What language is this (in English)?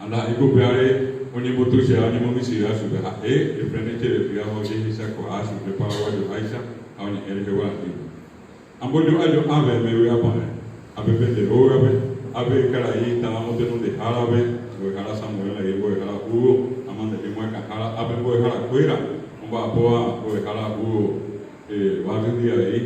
Guarani